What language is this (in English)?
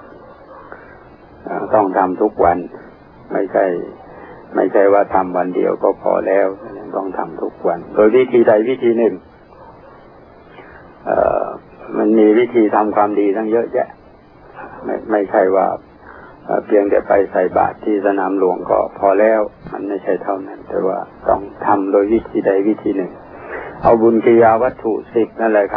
Thai